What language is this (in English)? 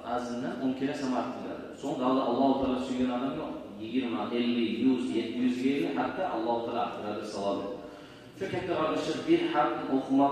Kumyk